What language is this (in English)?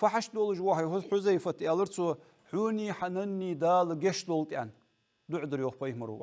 Ingush